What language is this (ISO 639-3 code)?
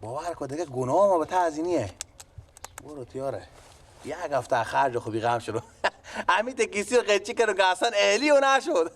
fas